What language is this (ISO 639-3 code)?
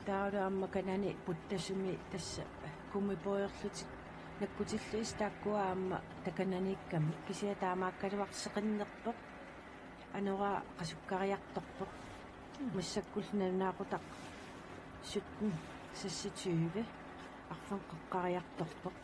kal